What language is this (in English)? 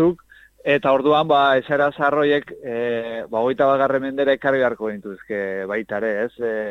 Basque